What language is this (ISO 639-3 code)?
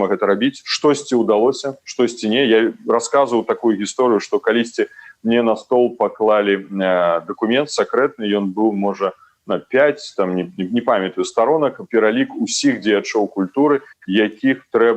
bel